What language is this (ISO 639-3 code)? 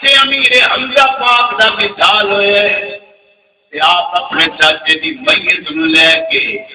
skr